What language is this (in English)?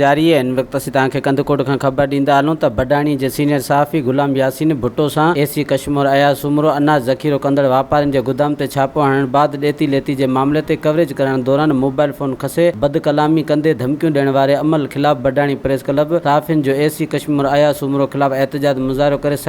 Sindhi